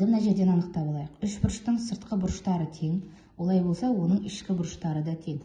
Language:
Kazakh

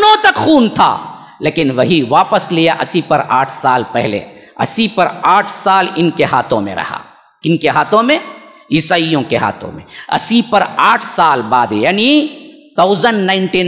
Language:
Urdu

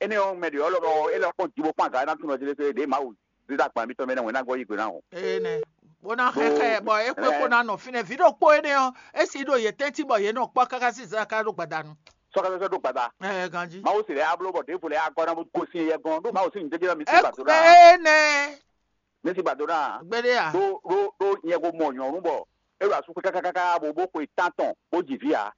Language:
Fon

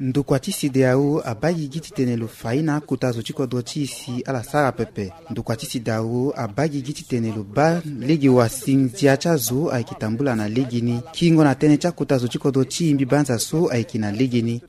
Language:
Sango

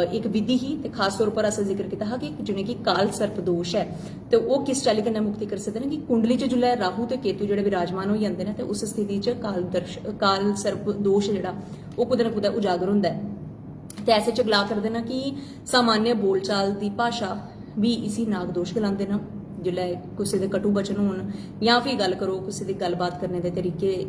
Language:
Dogri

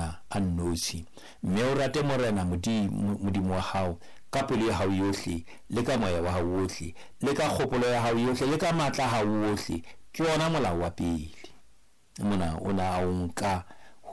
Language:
Southern Sotho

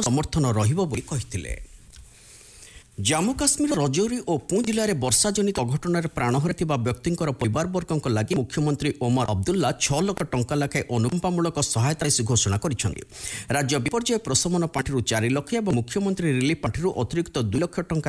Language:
Odia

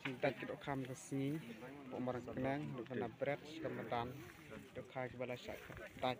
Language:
Khasi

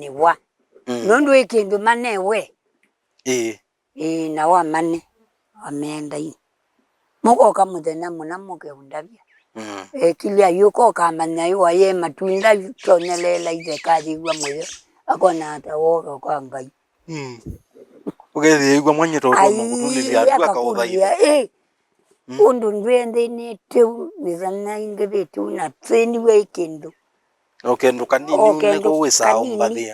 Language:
Kamba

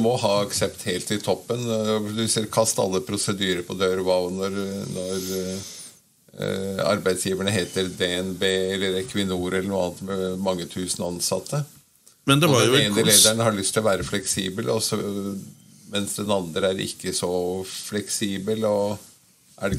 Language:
Norwegian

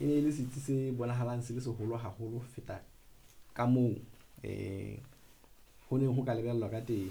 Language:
Southern Sotho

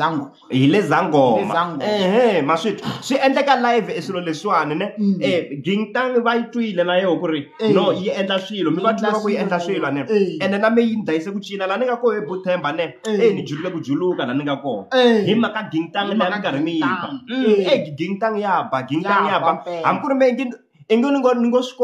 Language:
Tsonga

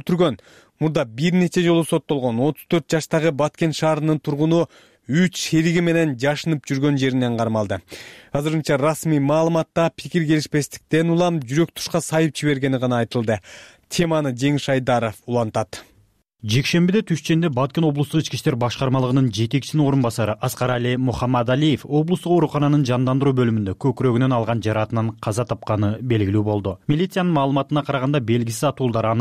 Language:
Kyrgyz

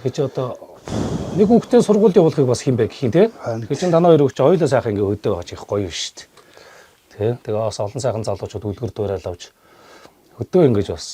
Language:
Mongolian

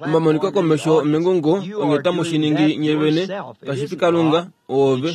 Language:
Kuanyama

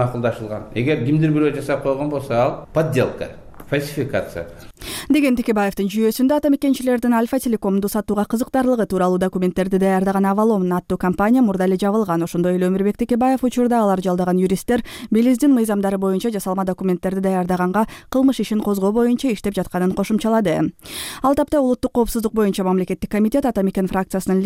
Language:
Kyrgyz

